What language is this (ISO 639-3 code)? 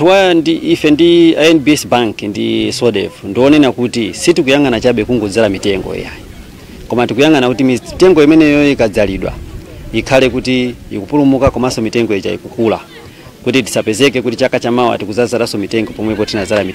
nya